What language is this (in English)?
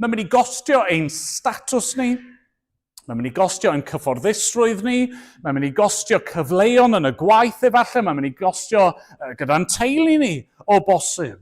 Welsh